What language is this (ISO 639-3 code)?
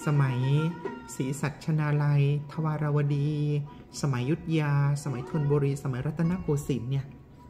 tha